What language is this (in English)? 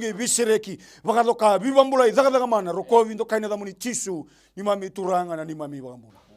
Fijian